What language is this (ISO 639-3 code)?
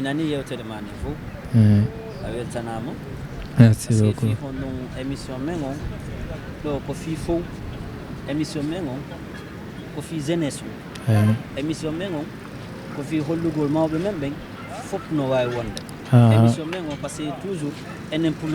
ful